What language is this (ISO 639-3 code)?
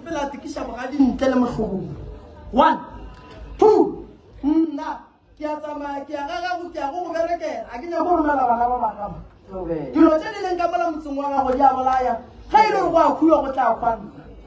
nso